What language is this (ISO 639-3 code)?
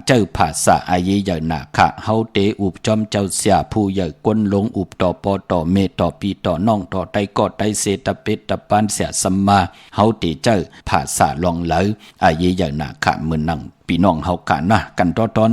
shn